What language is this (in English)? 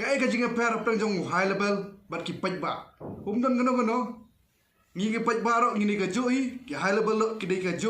Khasi